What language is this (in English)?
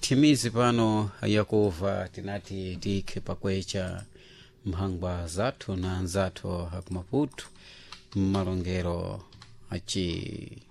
Sena